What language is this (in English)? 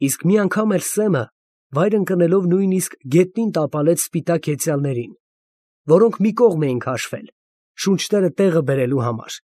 Armenian